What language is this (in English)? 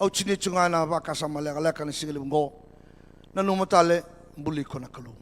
Fijian